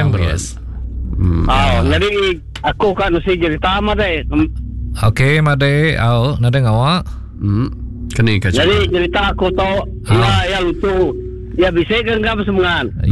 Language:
Iban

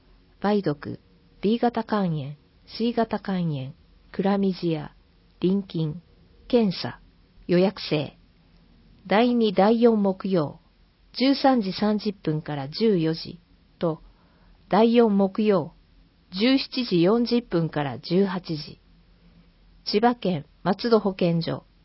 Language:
Japanese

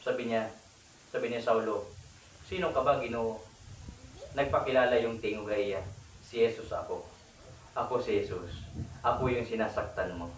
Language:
Waray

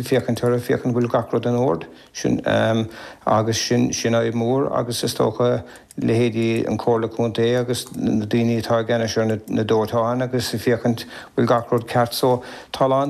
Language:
Irish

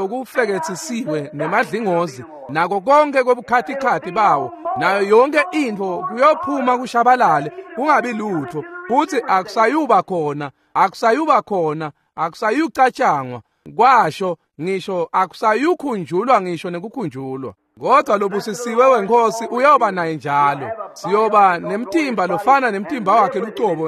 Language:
Swati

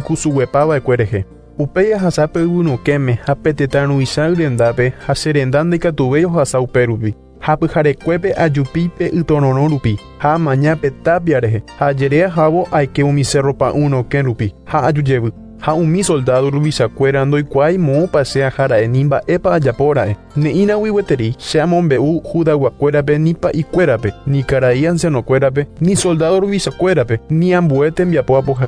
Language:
Guarani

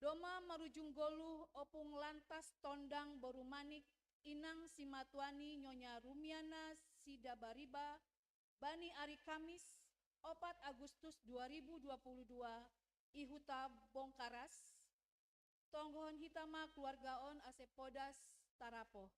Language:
Batak Simalungun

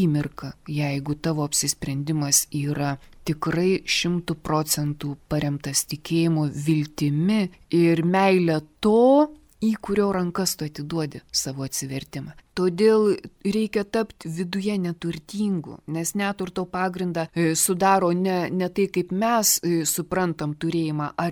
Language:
Lithuanian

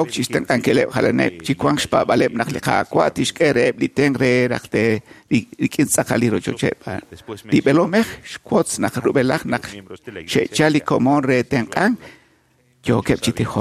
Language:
Kekchí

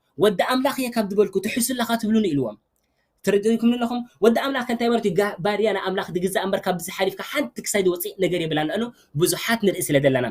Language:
Tigrinya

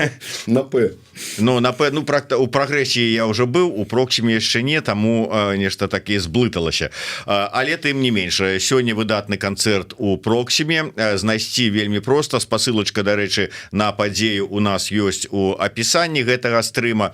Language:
Belarusian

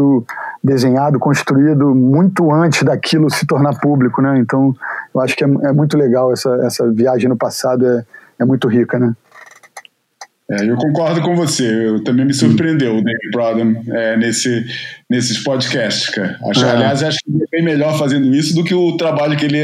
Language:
Portuguese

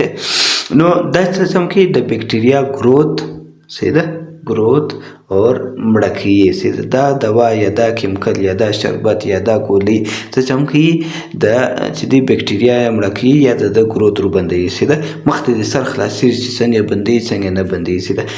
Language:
Pashto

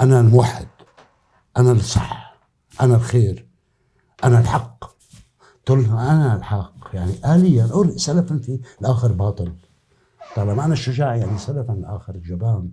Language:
North Levantine Arabic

